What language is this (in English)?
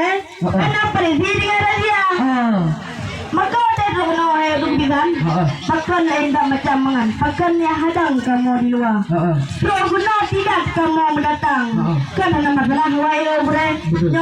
Achinese